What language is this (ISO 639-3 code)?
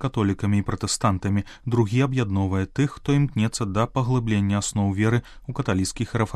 bel